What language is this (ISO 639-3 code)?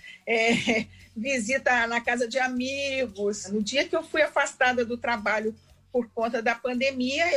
por